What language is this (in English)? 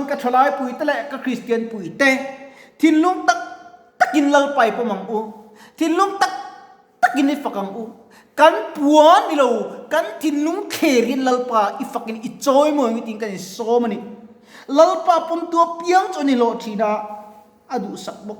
Mizo